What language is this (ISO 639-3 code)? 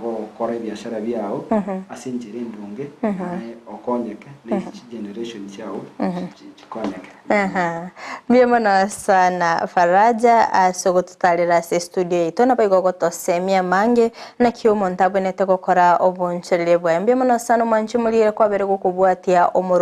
guz